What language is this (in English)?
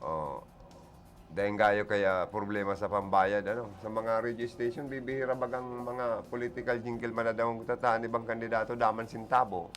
Bikol